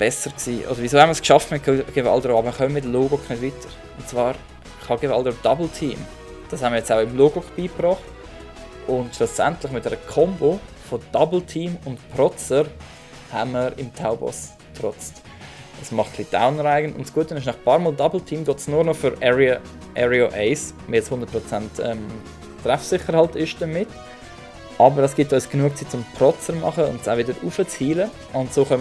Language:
Swiss German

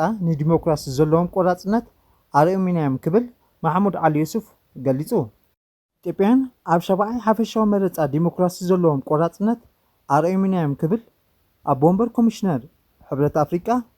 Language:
Tigrinya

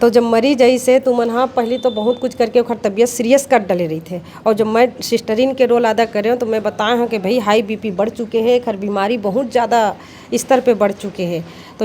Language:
Chhattisgarhi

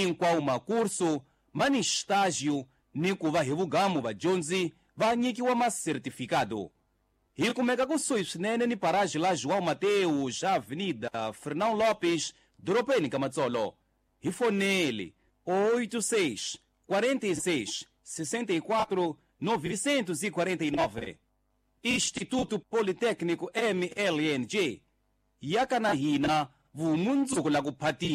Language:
Tsonga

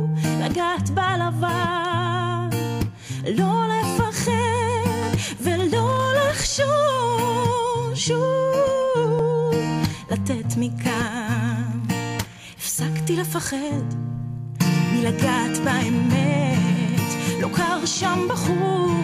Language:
Hebrew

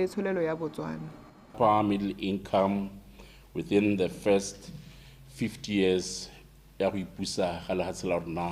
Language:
Tswana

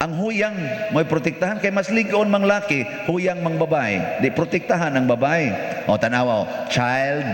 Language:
Cebuano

